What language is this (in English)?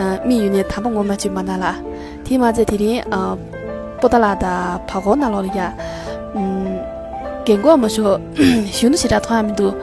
Tibetan